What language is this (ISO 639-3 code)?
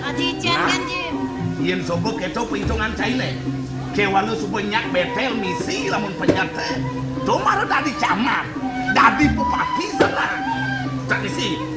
ban